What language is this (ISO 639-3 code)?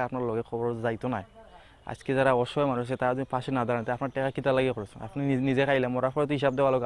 syl